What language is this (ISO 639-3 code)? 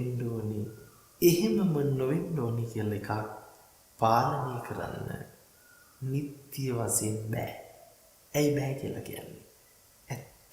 sin